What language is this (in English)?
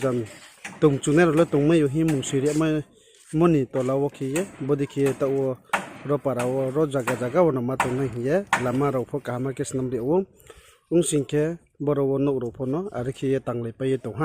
Riang (India)